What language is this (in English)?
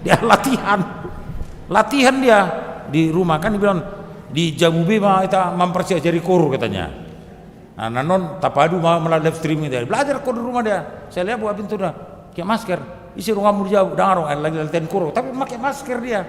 Batak Toba